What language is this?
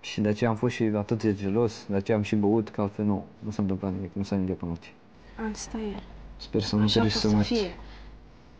Romanian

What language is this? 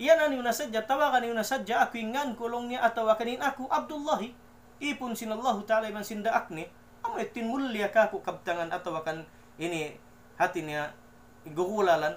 Tausug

